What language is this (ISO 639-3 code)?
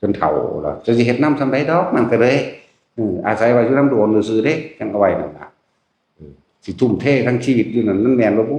tts